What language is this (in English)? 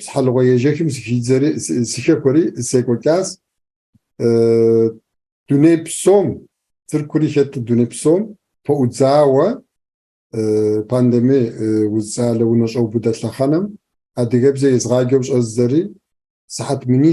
Kabardian